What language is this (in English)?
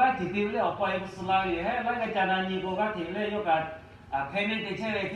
Lahu